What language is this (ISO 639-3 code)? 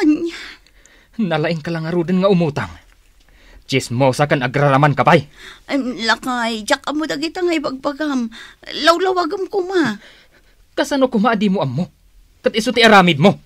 ilo